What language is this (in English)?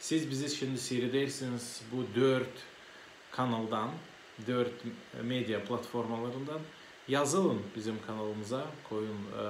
Gagauz